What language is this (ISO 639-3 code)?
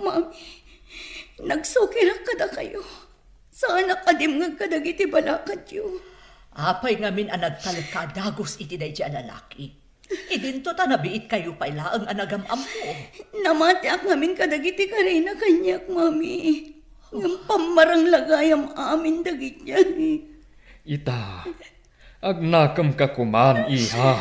ilo